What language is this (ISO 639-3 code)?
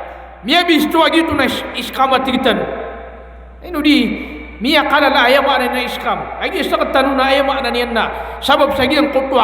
mrw